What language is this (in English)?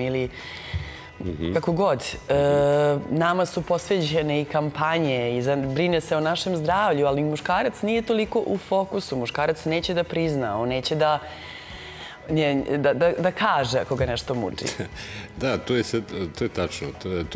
Serbian